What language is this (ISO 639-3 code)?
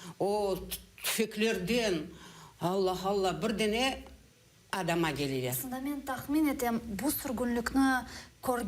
crh